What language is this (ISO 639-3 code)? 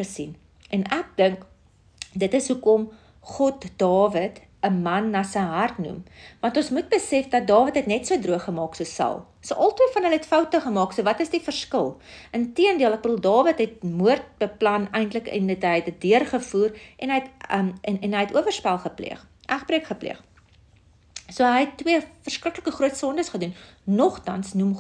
afr